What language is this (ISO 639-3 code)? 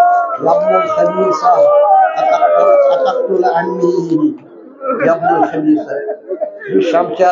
kas